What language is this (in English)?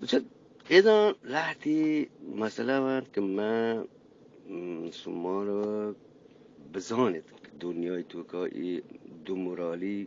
Eastern Balochi